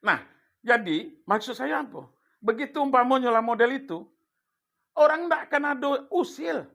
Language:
Minangkabau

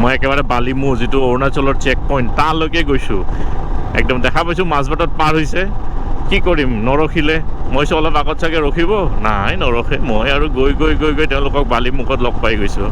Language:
Assamese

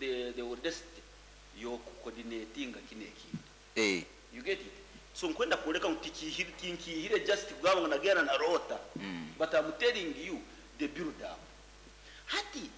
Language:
Nyoro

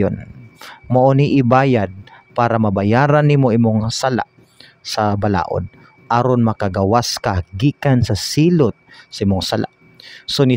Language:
Cebuano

